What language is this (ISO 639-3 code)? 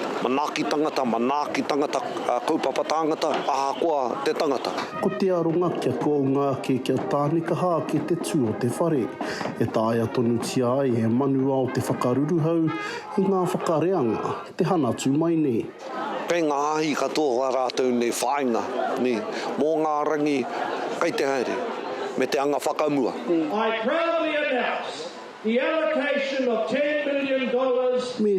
mri